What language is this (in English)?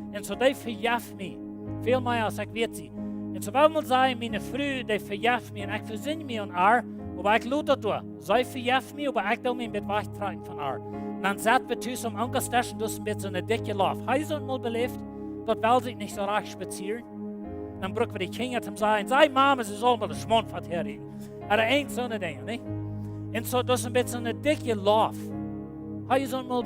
Plautdietsch